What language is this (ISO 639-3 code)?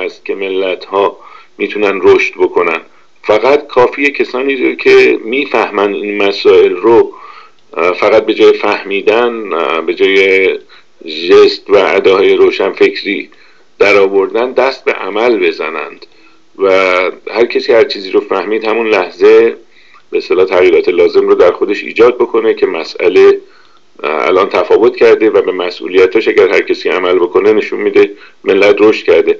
fas